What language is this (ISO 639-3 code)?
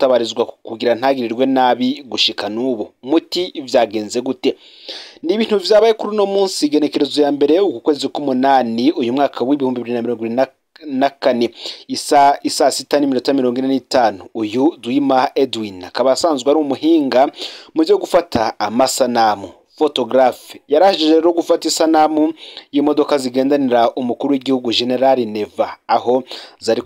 run